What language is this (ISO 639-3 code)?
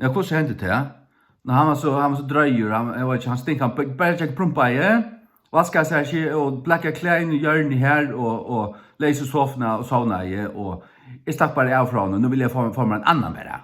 fao